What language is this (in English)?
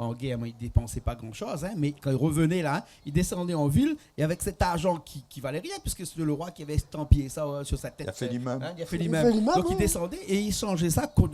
Réunion Creole French